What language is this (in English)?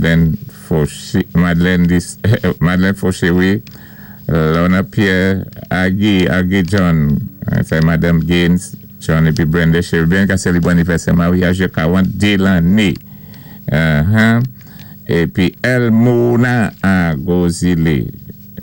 Saint Lucian Creole French